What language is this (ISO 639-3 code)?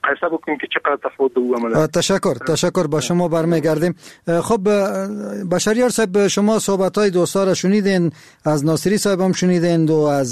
fas